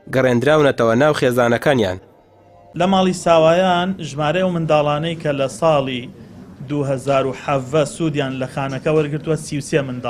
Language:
Central Kurdish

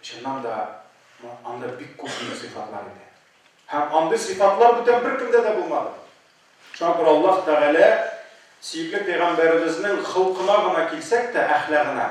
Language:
Tatar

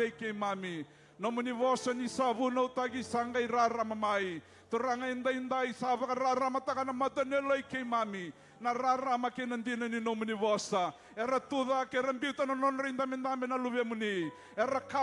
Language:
Fijian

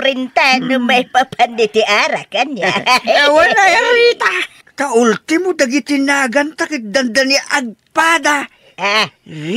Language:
Iloko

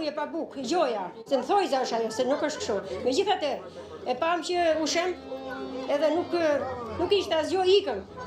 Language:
Albanian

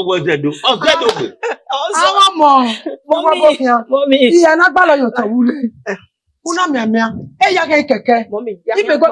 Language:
Bini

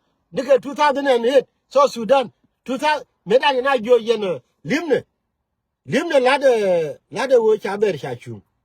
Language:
Nuer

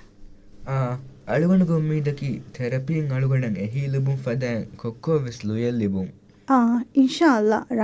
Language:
Divehi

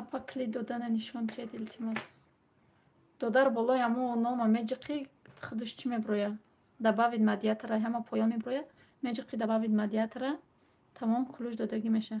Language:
Tajik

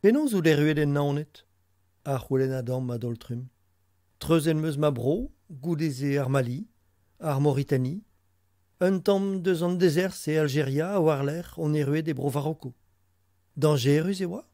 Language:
Breton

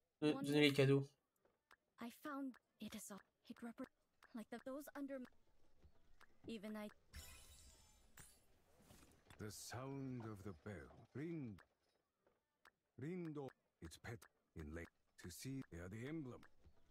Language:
French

